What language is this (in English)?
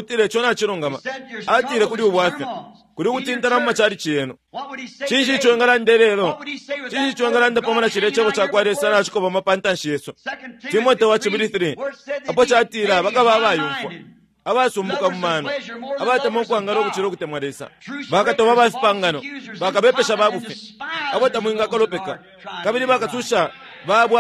Bemba